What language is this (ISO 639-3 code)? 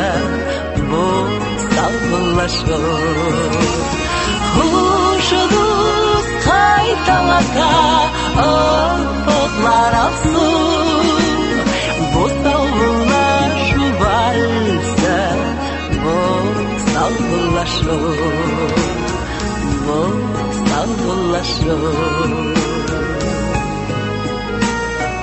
tat